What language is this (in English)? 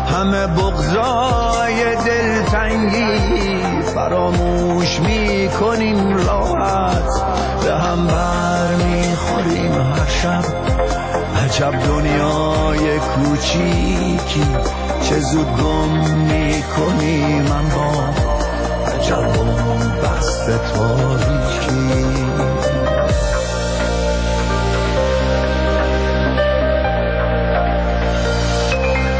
Persian